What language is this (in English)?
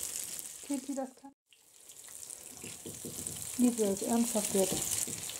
German